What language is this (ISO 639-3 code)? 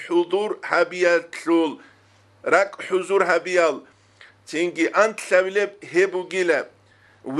ava